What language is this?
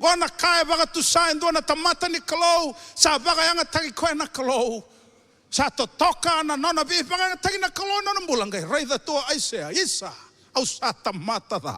Fijian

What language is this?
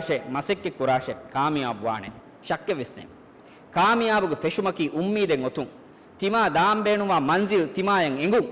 Divehi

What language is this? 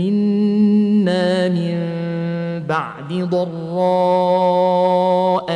Turkmen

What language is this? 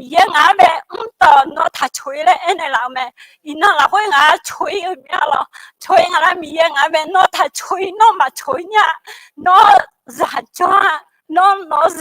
Akha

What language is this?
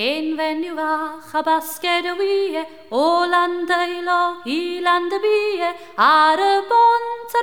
Welsh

